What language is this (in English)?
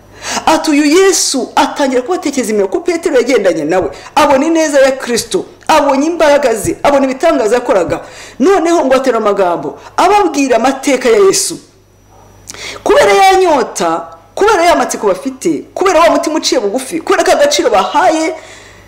Kinyarwanda